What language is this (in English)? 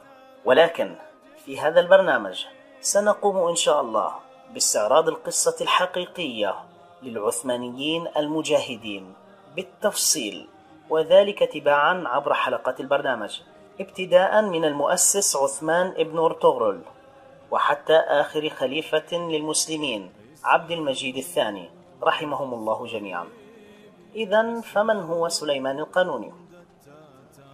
Arabic